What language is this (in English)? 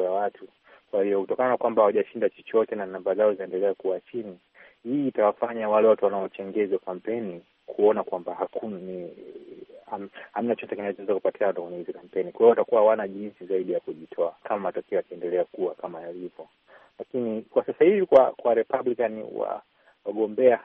Swahili